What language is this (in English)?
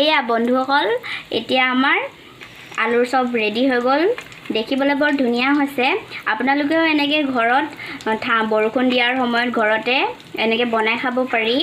Assamese